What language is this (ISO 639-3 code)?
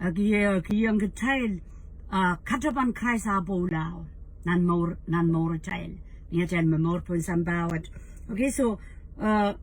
pon